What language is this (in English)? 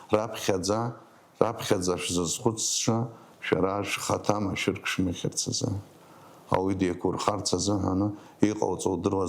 Abkhazian